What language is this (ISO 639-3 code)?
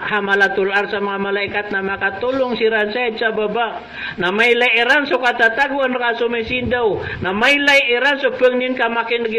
mrw